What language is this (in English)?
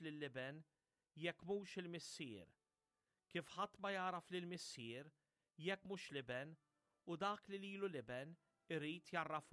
Maltese